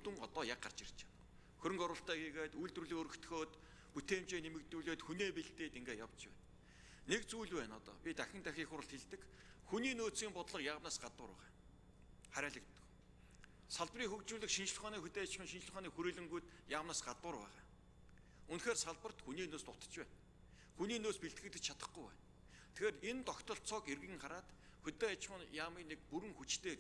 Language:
Mongolian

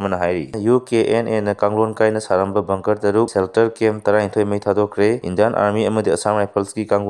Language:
Manipuri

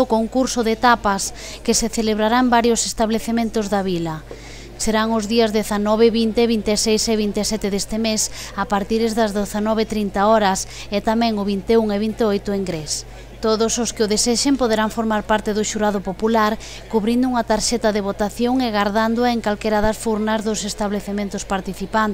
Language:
Galician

